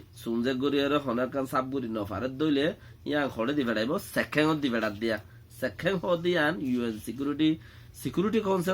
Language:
Rohingya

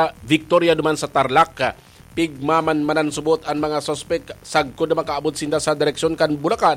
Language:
Bikol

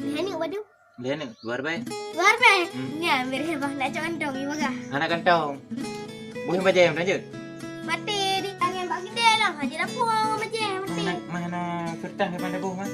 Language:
Achinese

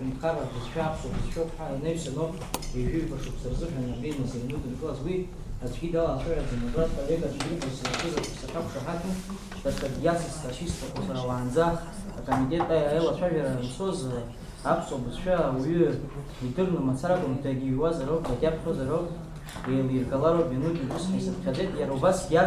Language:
Abkhazian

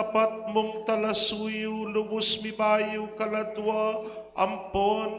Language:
Pampanga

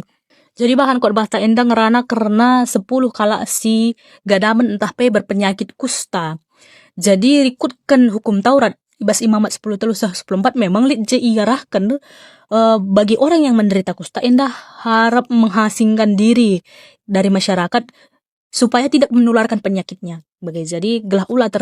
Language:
Batak Karo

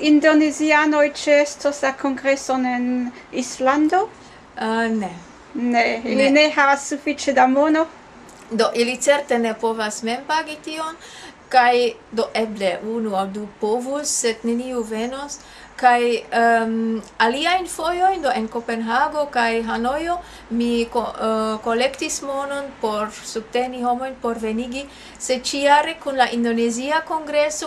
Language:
Esperanto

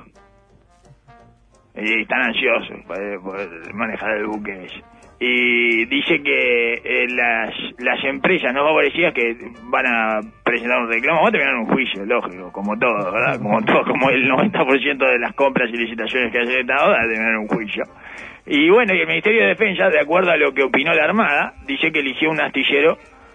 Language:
Spanish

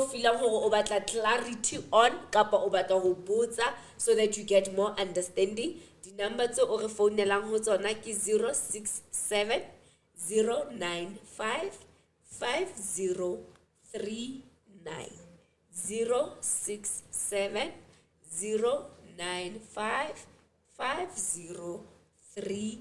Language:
Southern Sotho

